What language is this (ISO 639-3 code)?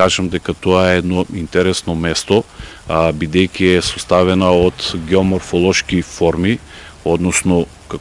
mkd